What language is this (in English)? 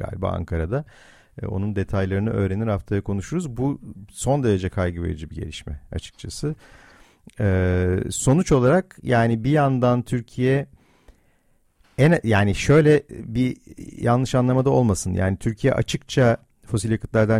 Turkish